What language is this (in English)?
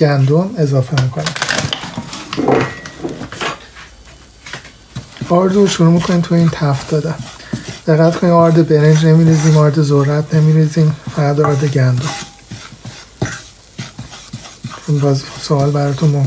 Persian